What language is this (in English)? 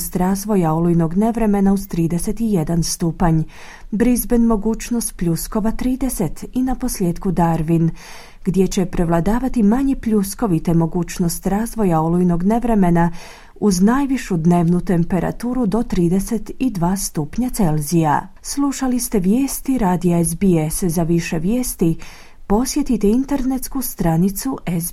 Croatian